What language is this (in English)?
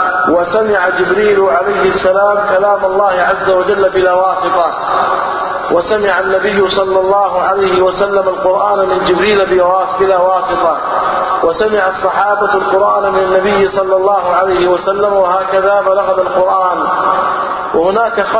Arabic